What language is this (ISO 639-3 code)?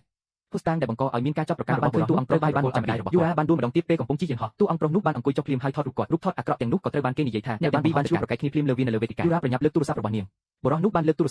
khm